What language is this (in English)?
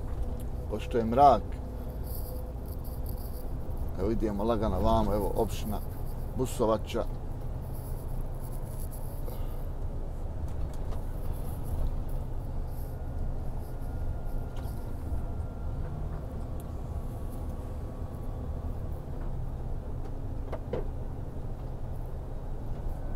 Bosnian